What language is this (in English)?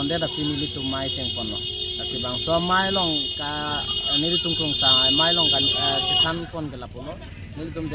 Karbi